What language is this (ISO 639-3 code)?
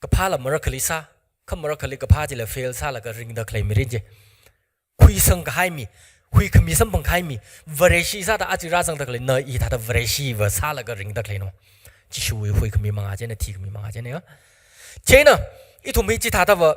nmf